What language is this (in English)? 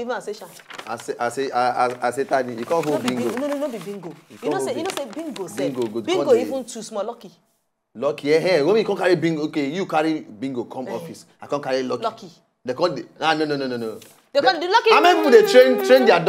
Nigerian Pidgin